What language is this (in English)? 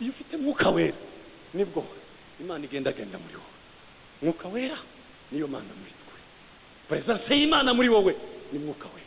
Kinyarwanda